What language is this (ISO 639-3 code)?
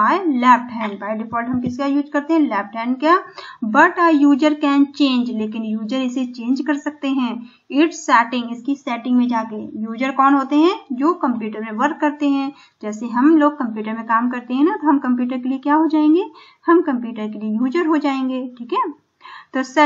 hin